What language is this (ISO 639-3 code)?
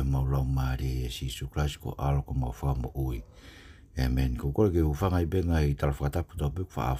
ton